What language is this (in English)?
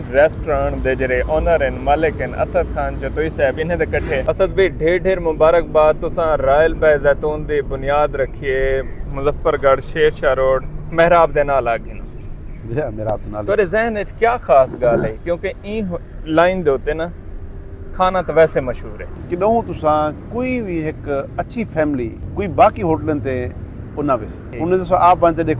Saraiki